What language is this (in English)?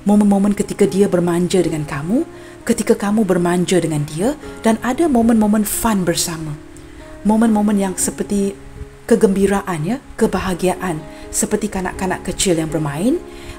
Malay